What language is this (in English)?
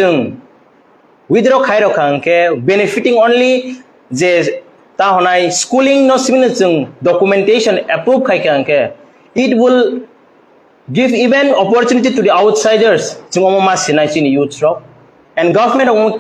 Kok Borok